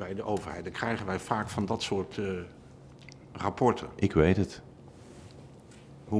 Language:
Dutch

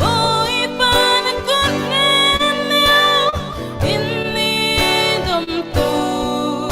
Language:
Falam Chin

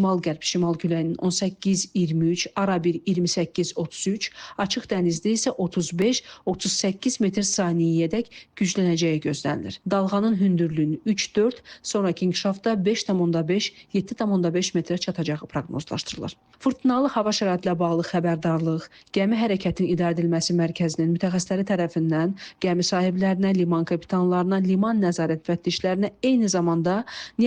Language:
Azerbaijani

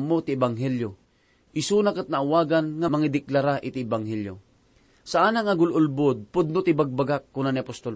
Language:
Iloko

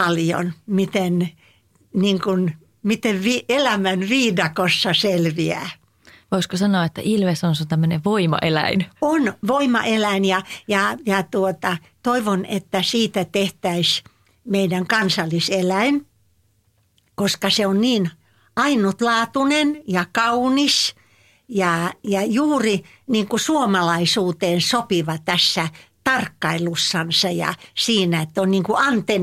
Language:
Finnish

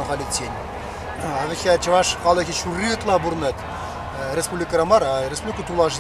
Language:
Chuvash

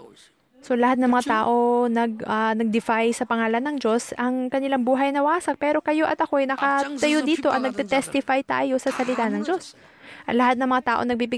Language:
Filipino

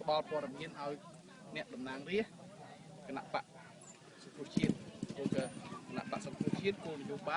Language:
Khmer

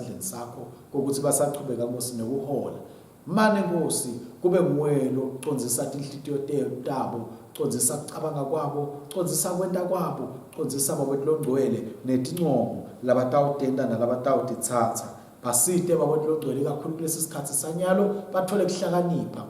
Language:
Swati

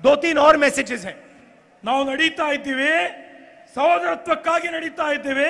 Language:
Kannada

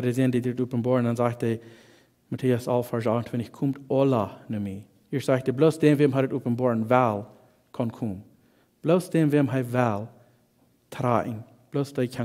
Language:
Plautdietsch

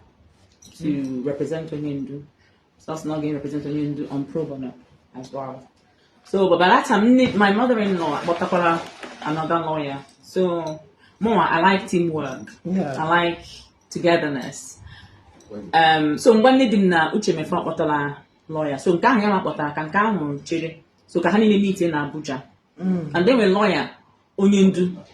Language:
Igbo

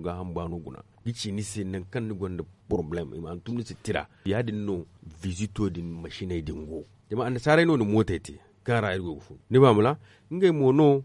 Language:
Zarma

